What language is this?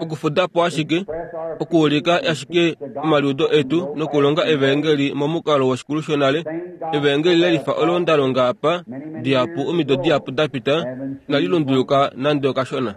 Kuanyama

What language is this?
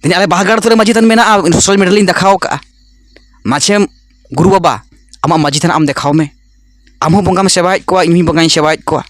Santali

